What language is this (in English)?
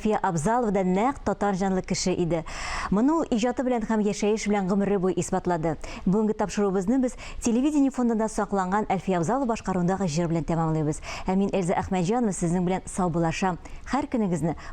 Tatar